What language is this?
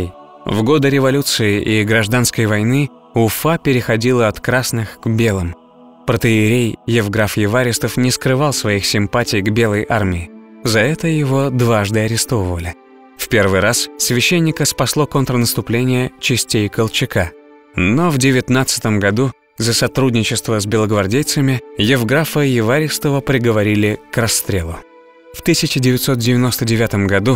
Russian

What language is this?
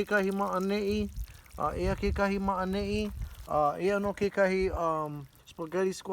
Hawaiian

